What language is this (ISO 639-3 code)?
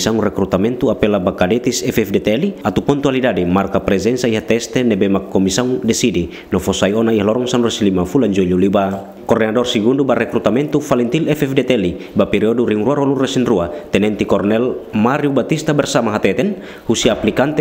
tet